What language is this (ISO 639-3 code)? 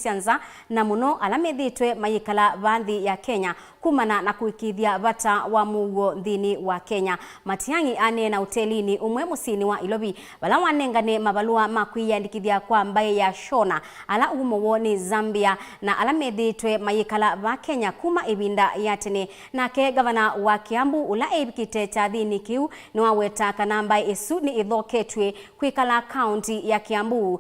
kam